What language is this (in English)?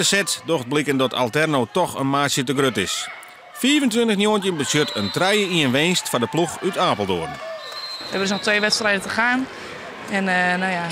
Western Frisian